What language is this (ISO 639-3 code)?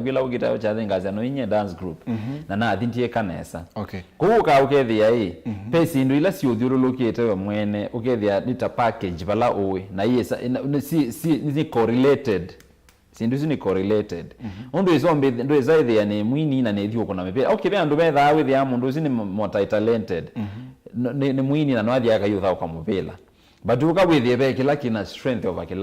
kam